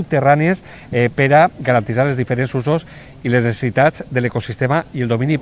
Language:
Catalan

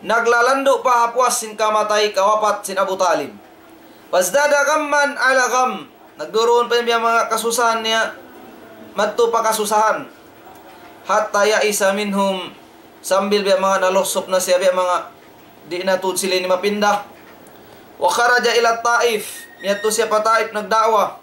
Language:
Tausug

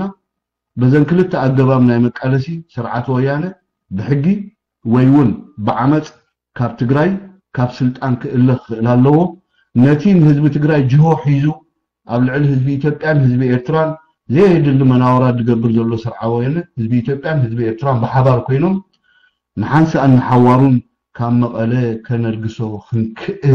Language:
Tigrinya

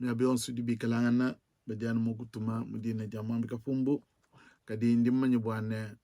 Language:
Luba-Lulua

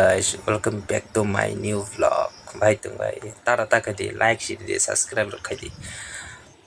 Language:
Kok Borok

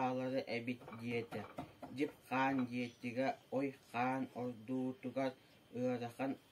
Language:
Yakut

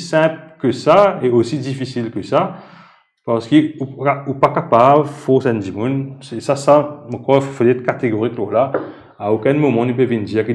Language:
Morisyen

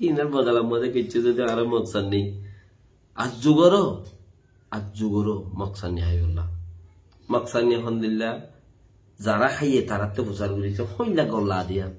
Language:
Rohingya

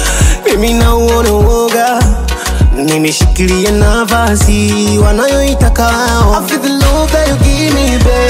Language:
Swahili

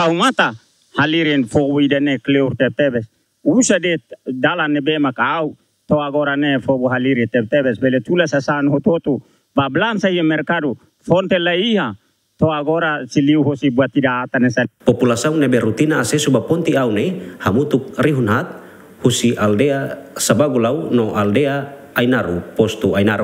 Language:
Tetum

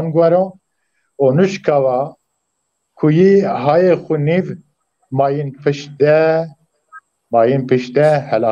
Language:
Zaza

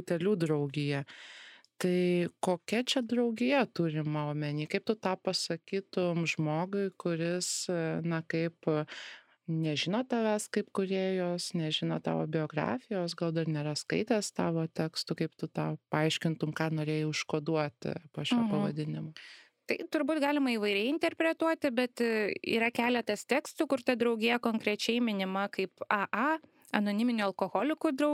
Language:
Lithuanian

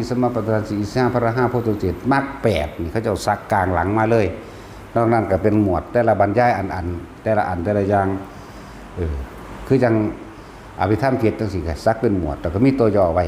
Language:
Northeastern Thai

